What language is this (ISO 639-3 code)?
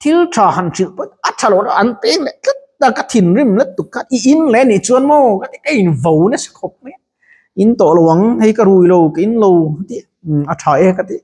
lus